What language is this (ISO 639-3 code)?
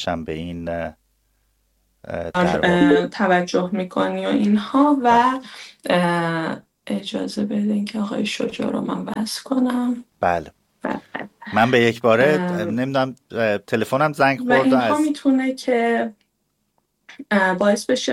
fas